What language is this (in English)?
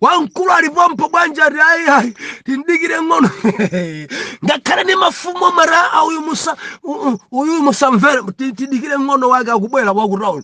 Nyanja